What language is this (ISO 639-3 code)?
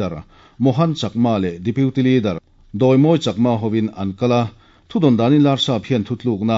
lus